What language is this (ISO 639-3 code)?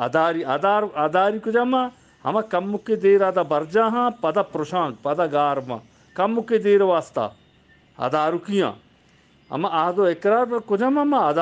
bgp